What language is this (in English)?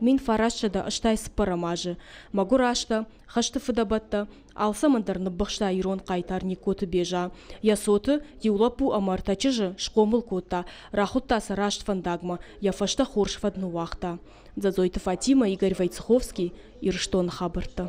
Ossetic